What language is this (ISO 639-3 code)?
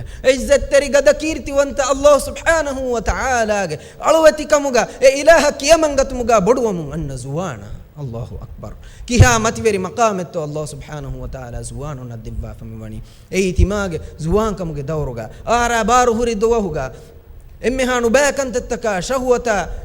div